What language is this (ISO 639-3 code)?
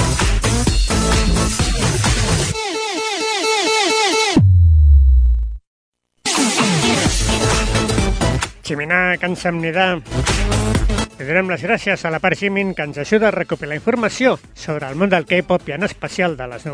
cat